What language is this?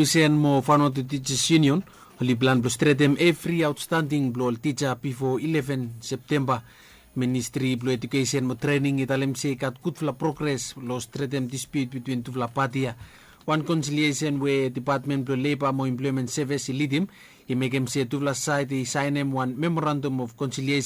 Bislama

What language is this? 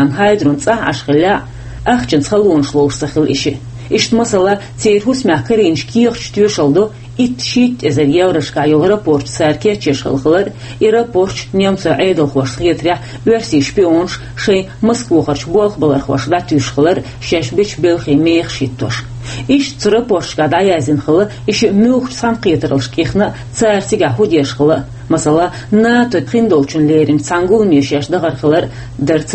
Chechen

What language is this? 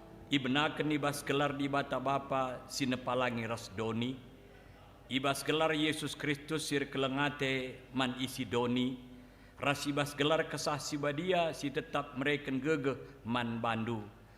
Batak Karo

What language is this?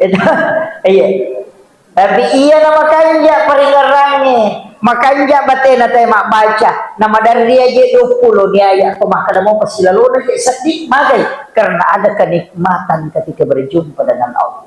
Buginese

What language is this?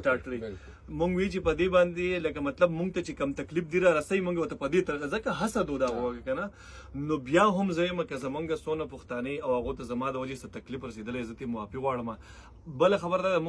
Pashto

